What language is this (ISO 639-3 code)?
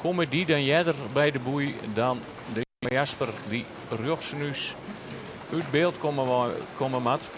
fry